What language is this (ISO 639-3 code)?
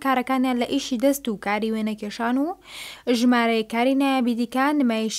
ckb